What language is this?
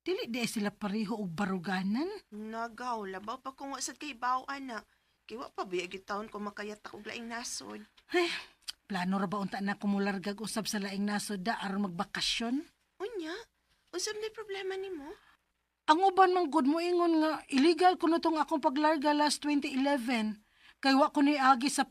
Cebuano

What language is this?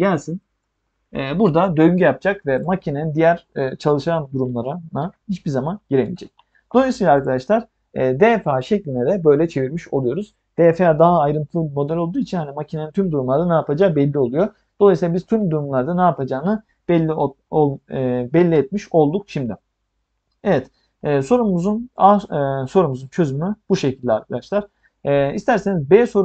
Turkish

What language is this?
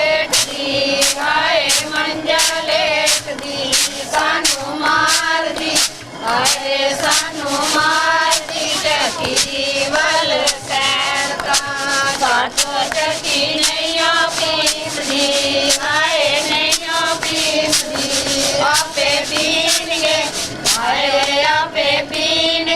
Dogri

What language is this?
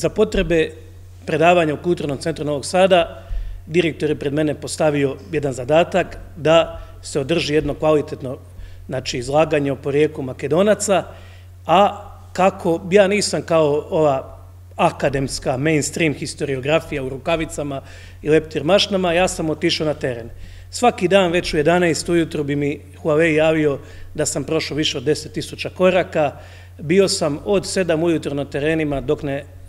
Croatian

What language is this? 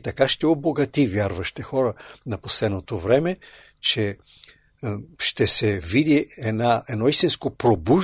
Bulgarian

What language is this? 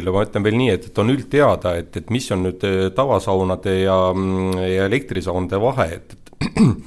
Estonian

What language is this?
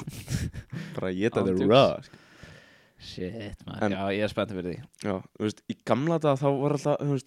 Icelandic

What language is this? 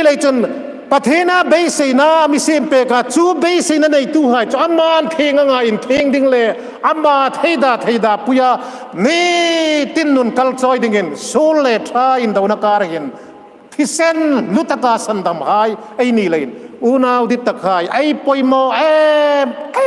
Hmar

